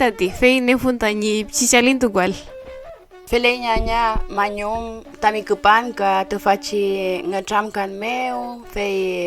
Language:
Mapuche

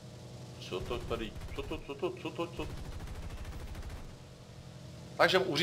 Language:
Czech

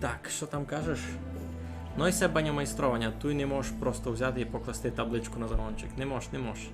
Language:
Rusyn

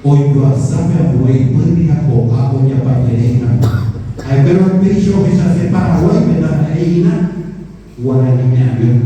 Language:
Guarani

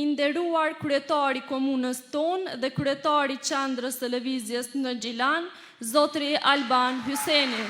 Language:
Albanian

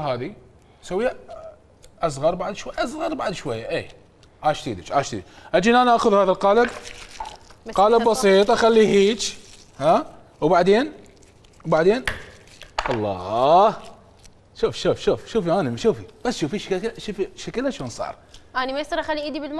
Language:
Mesopotamian Arabic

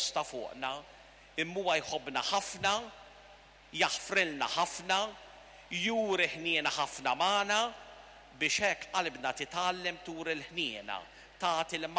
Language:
Maltese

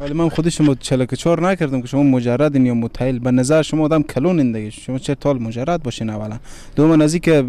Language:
Persian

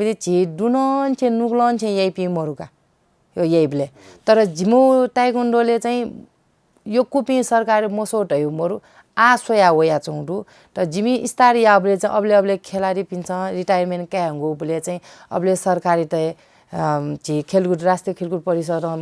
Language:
Newari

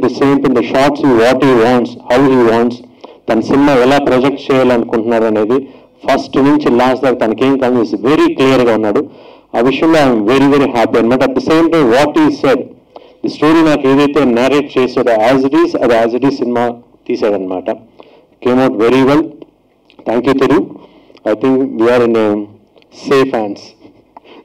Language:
Telugu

